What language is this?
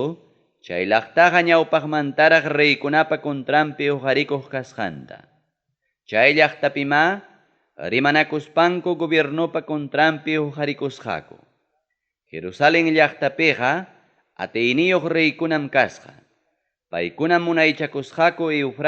Ayacucho Quechua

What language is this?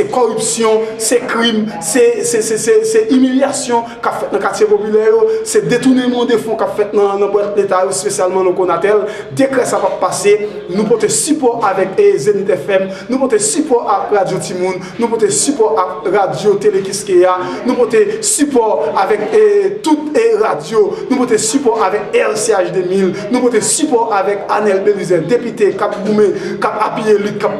Haitian Creole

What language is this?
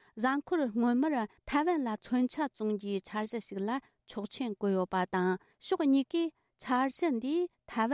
Tibetan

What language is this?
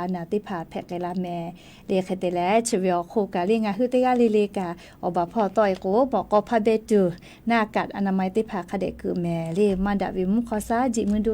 Lahu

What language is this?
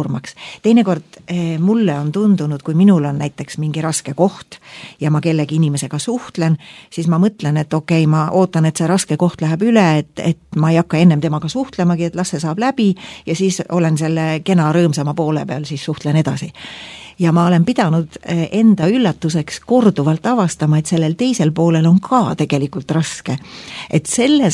Estonian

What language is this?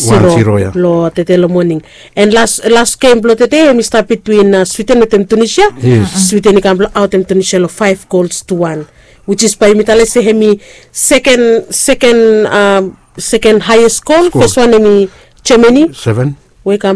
Bislama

